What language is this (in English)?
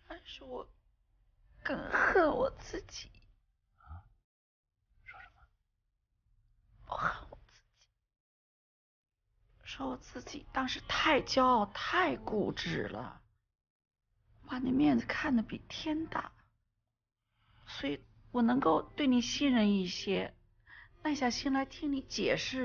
Chinese